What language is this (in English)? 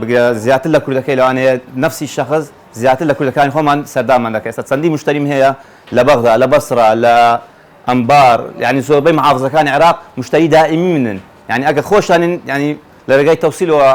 Central Kurdish